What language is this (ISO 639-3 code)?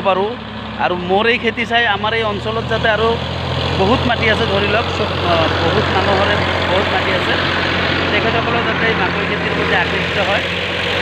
asm